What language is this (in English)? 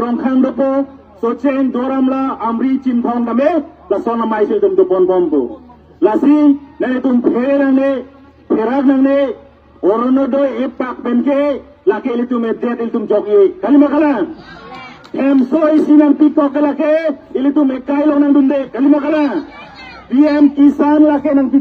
Karbi